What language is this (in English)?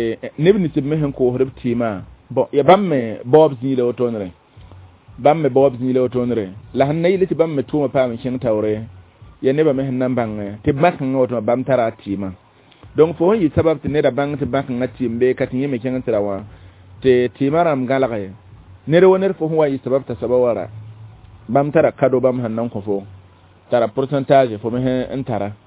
Mossi